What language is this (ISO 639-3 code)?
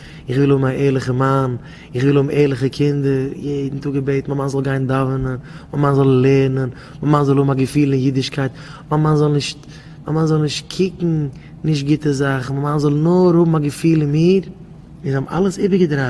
yid